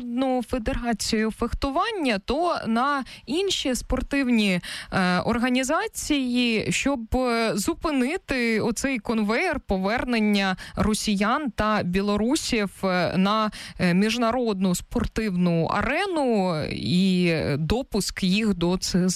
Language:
Ukrainian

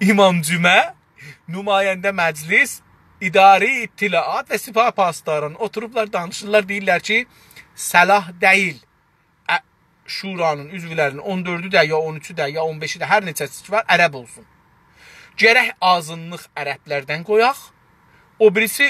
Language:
South Azerbaijani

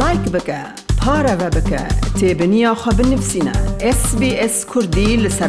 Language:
Kurdish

